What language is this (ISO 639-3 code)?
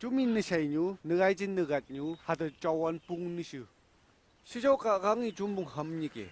nph